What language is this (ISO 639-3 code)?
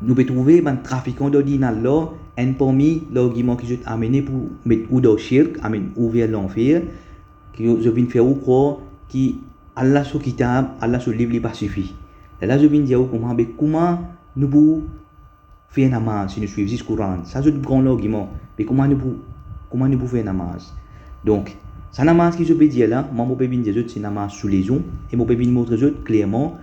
mfe